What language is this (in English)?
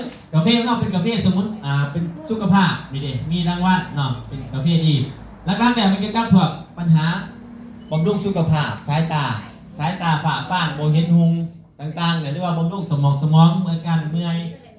Northeastern Thai